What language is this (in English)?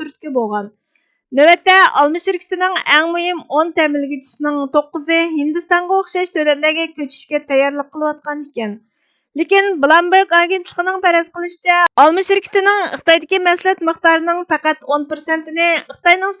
Uyghur